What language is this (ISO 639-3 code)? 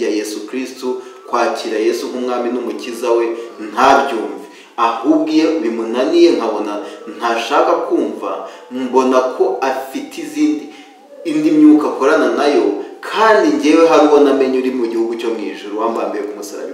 kin